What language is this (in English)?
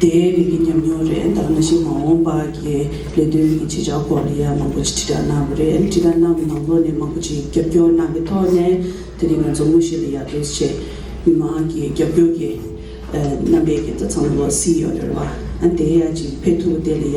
Tibetan